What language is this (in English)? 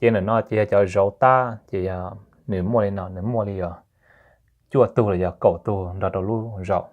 Hmong